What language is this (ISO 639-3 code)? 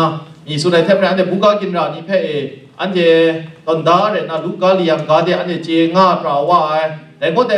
kac